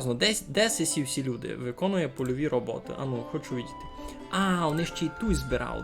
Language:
Rusyn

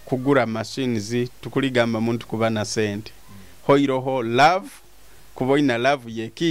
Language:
Nyoro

